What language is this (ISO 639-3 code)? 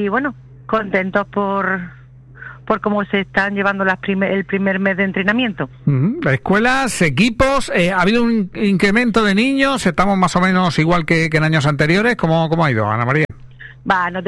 spa